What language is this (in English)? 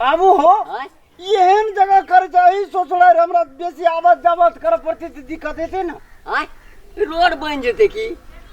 Maithili